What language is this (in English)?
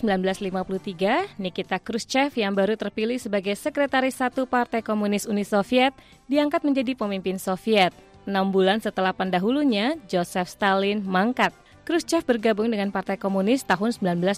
Indonesian